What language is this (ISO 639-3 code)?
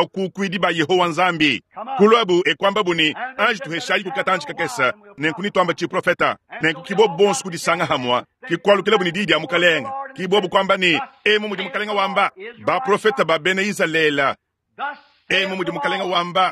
lua